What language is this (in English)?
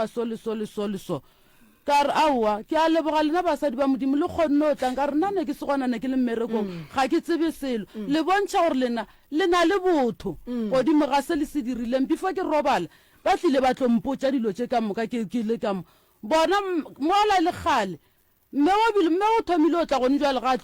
Northern Sotho